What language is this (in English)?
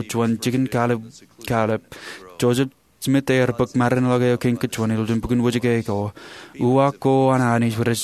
Marshallese